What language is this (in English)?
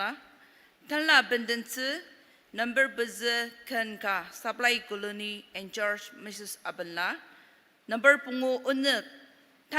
Ao Naga